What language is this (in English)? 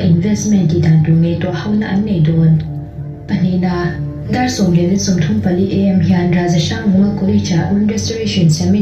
Mizo